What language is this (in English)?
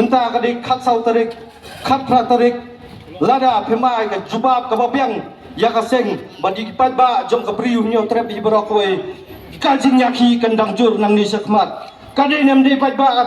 Khasi